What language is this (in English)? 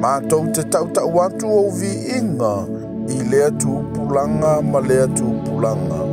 Samoan